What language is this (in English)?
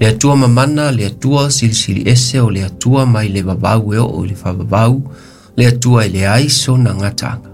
Samoan